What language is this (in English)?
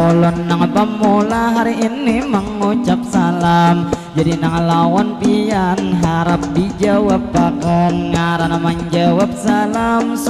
Banjar